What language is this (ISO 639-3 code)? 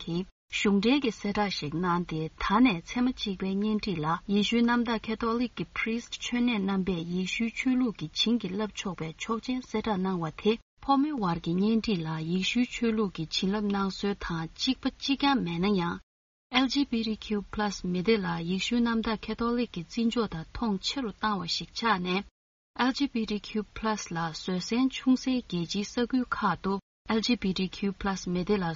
bod